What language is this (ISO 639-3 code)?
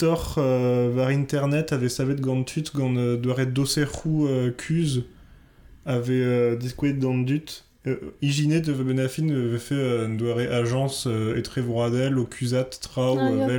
bre